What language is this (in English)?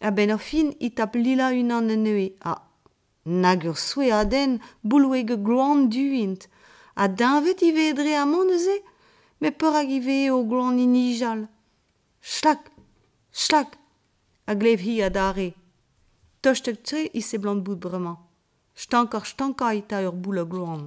Breton